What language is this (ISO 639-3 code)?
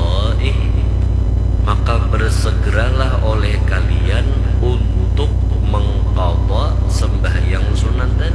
bjn